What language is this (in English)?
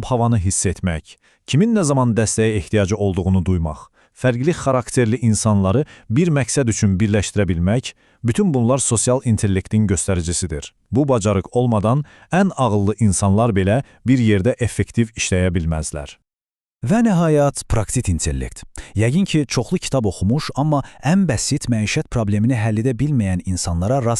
Azerbaijani